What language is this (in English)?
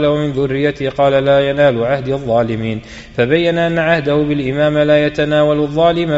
Arabic